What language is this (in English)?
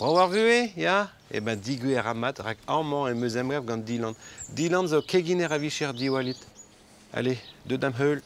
Breton